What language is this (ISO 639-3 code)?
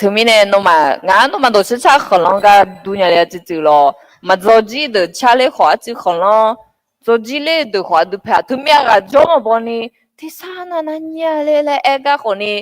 ahk